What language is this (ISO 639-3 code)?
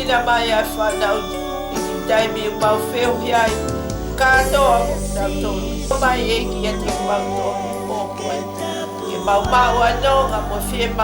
ton